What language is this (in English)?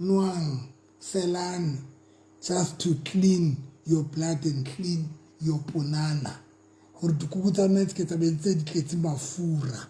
Southern Sotho